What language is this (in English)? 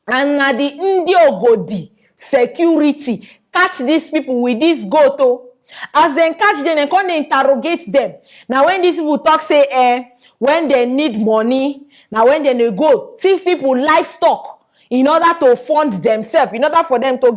Nigerian Pidgin